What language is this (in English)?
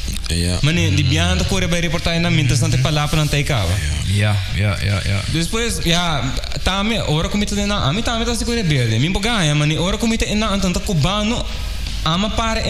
Papiamento